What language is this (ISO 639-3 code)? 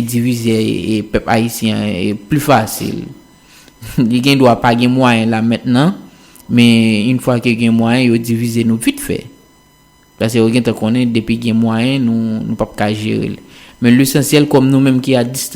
hat